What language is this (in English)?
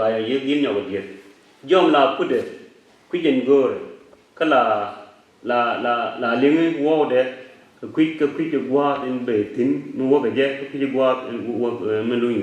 Nuer